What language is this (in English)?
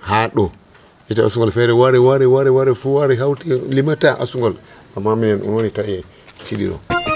Nigerian Fulfulde